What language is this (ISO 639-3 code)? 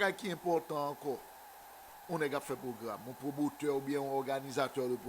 hat